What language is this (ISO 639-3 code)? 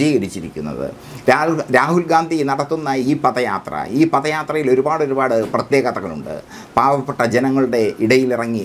mal